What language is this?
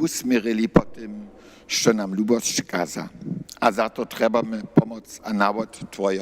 Upper Sorbian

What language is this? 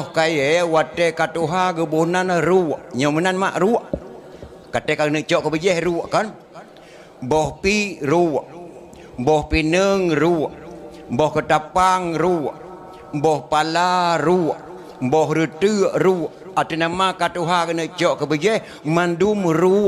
Achinese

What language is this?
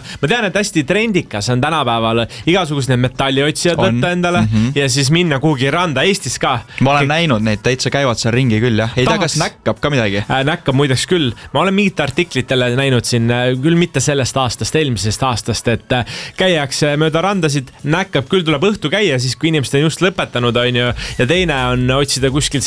Estonian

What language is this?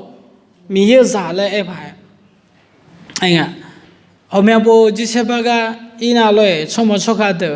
Akha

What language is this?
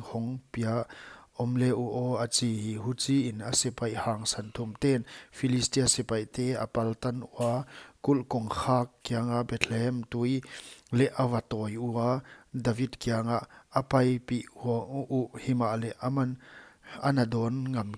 Paite Chin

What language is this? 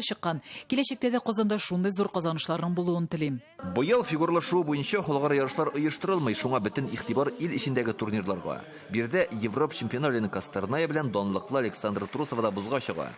Tatar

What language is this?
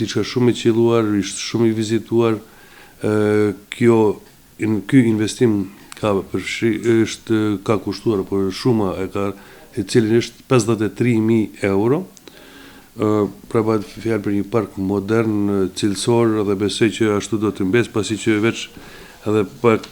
Albanian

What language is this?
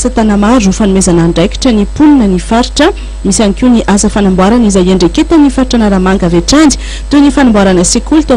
Malagasy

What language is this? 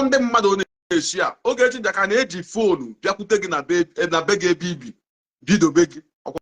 Igbo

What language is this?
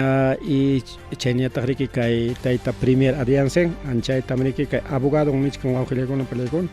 Ayacucho Quechua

